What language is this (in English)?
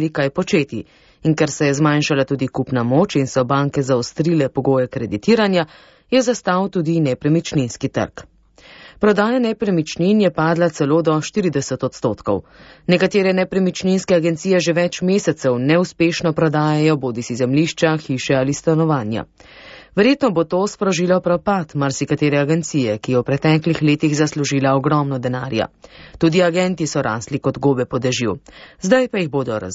Slovenian